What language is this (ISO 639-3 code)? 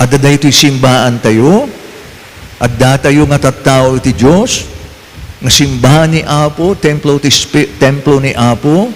ilo